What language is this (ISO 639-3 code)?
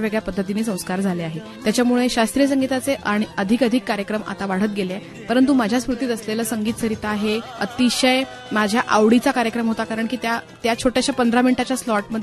mar